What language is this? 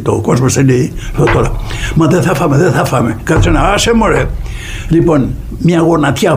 Greek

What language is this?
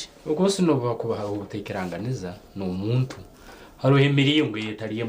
Nyankole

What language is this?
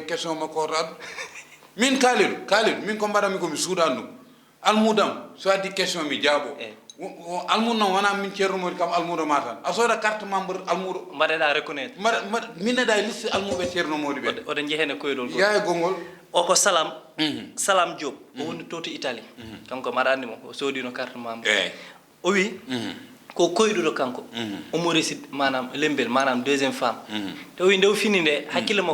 Fula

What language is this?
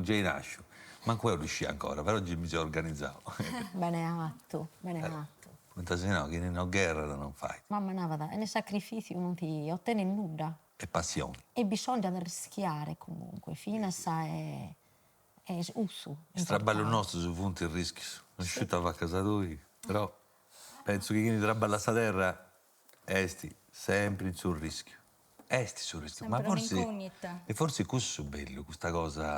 Sardinian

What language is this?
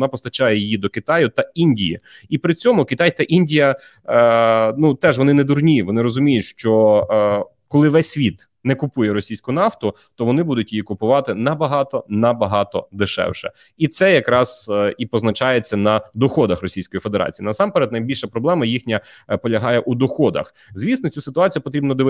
Ukrainian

